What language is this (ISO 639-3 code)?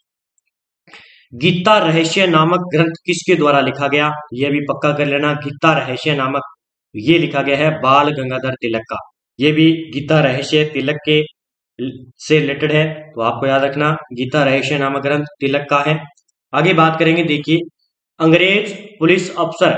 hin